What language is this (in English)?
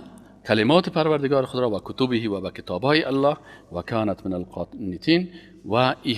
Persian